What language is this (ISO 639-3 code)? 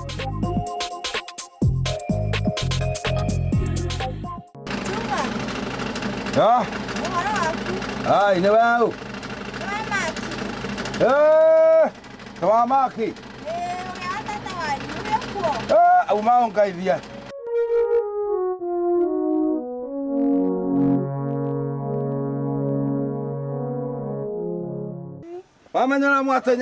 kik